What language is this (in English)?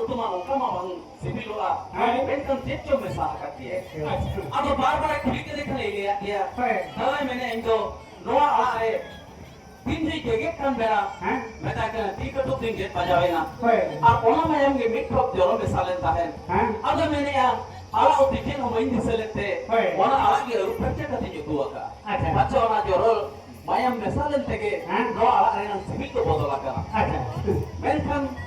Santali